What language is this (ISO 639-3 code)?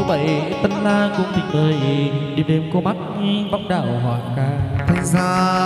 vie